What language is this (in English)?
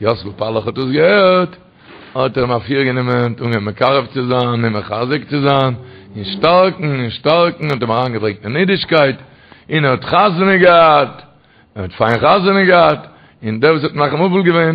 Yiddish